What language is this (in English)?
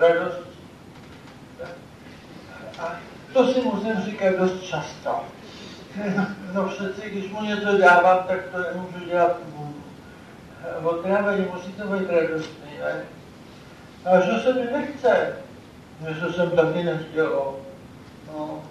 Czech